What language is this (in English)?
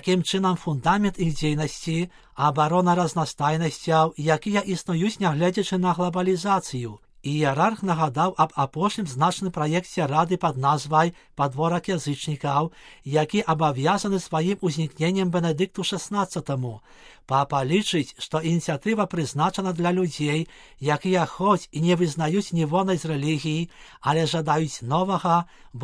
Belarusian